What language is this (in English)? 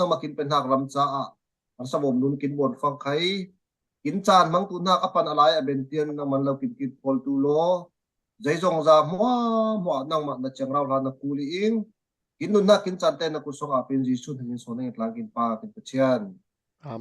Falam Chin